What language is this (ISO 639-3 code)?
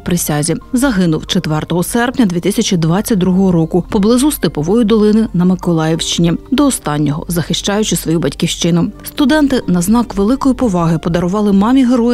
ukr